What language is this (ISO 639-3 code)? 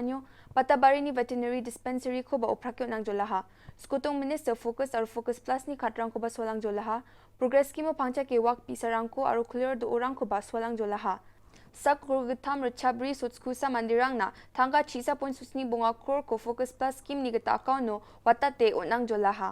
grt